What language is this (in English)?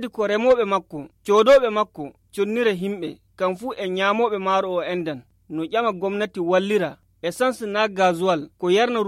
Nigerian Fulfulde